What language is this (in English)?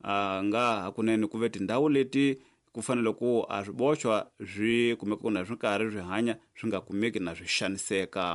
Tsonga